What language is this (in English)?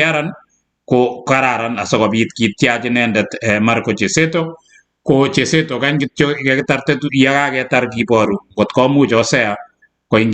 Kalenjin